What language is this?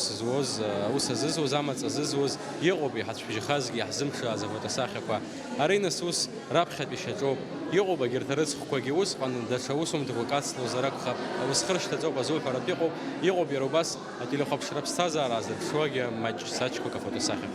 Abkhazian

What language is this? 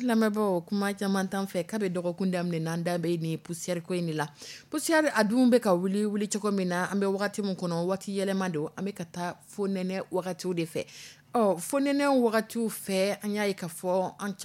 Dyula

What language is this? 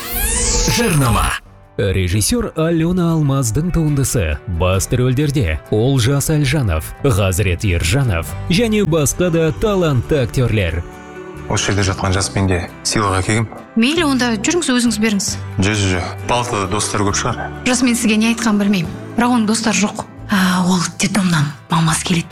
Kazakh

